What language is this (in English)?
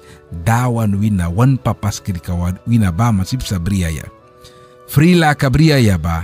Mískito